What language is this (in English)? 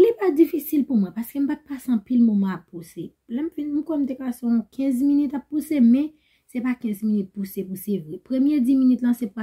Haitian Creole